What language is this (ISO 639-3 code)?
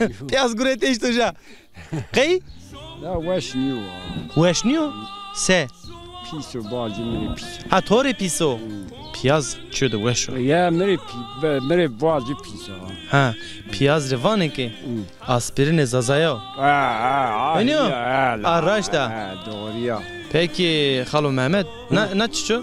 zza